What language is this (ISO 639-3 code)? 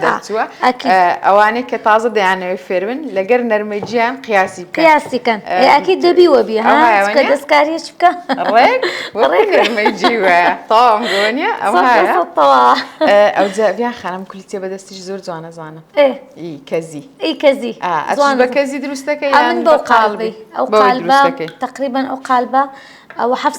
ckb